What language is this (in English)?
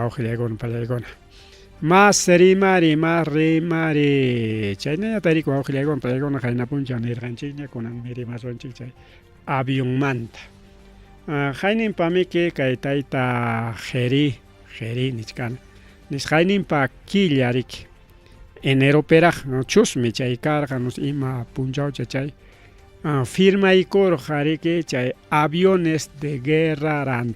Ayacucho Quechua